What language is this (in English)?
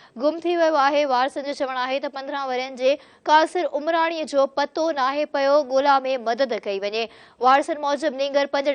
Sindhi